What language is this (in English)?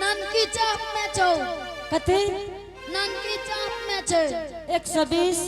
Angika